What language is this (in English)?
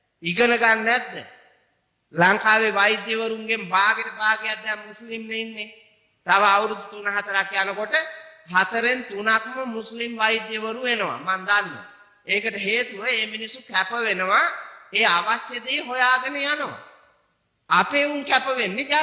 Sinhala